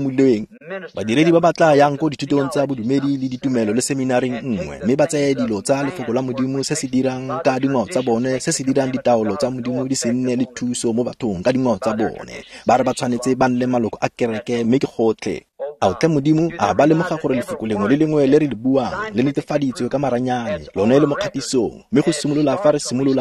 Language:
Tswana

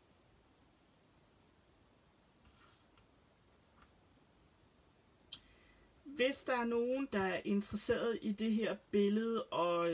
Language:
Danish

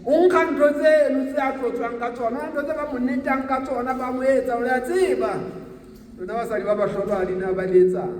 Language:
Southern Sotho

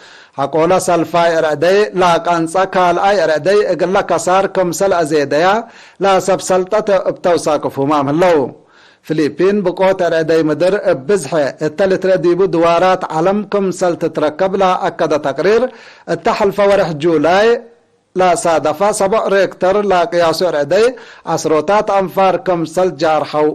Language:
Tigre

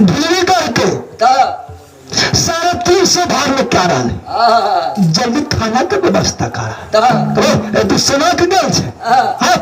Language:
Maithili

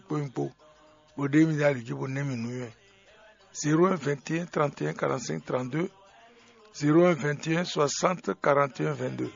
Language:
Fon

